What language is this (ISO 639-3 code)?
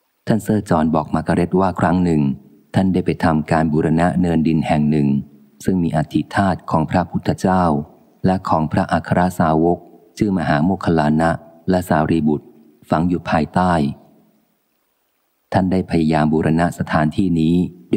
tha